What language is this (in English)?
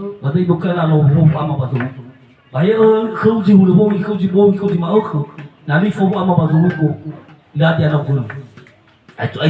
Nias